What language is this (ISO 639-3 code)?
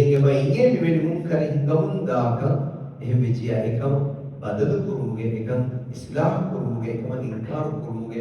div